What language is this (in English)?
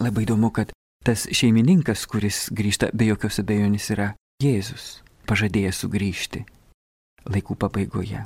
Lithuanian